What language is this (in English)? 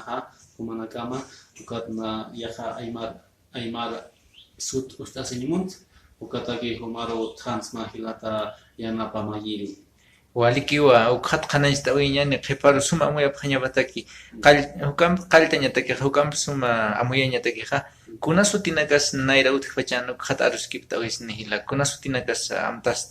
Aymara